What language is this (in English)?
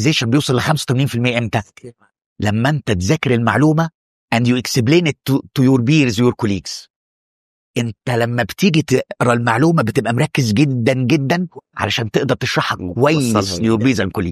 Egyptian Arabic